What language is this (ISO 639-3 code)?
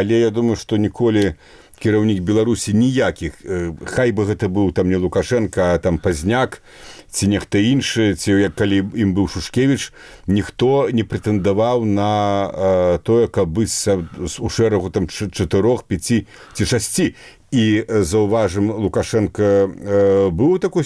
bel